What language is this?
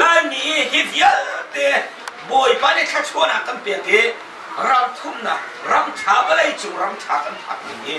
Hakha Chin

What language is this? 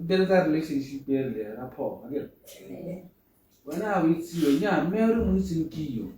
Tswana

